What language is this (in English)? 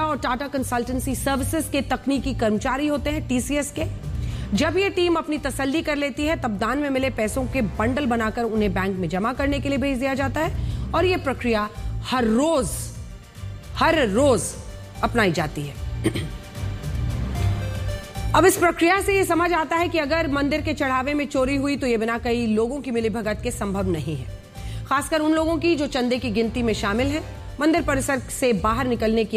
Hindi